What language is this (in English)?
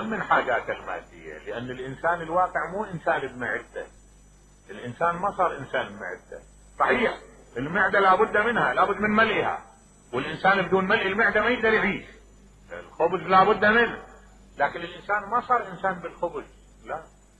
Mesopotamian Arabic